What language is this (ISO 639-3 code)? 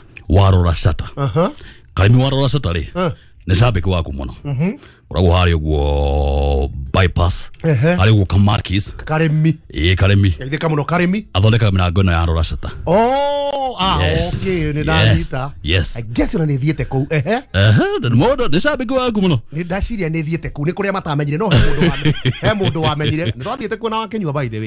kik